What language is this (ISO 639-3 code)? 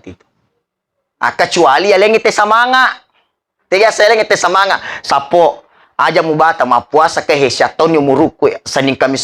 bug